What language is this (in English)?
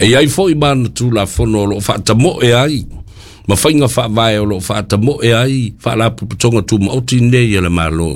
Samoan